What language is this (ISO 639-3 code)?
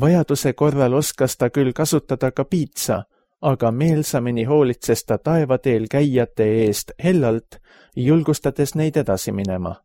est